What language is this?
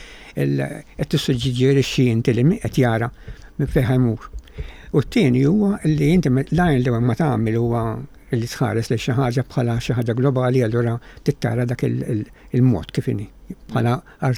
Maltese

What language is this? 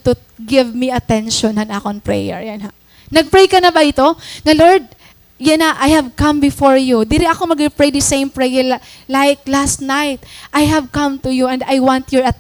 Waray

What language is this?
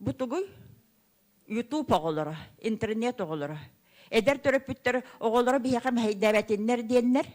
Yakut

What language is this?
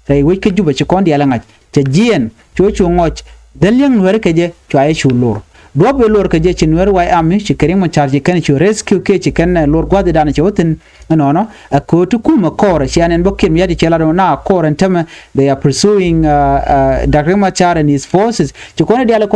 Nuer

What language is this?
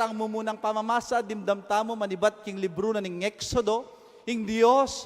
Pampanga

